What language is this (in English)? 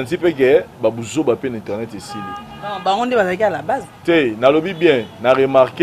Lingala